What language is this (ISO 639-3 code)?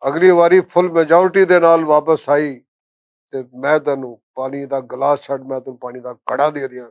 lah